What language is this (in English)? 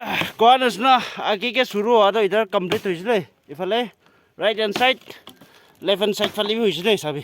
Naga Pidgin